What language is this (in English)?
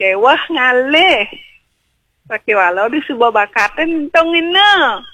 Balinese